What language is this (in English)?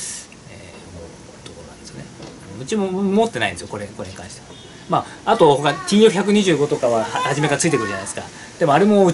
Japanese